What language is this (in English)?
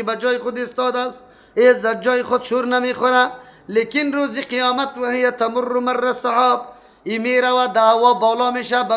Persian